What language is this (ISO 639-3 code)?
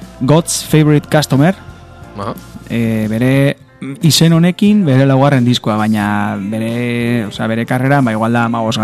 eus